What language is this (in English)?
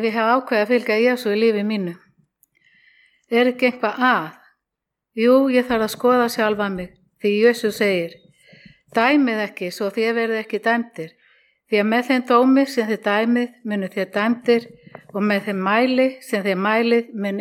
Icelandic